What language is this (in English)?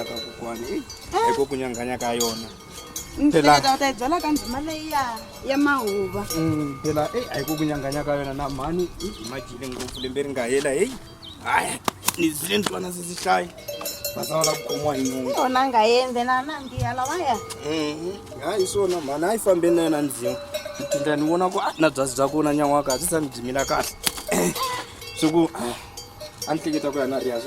Tsonga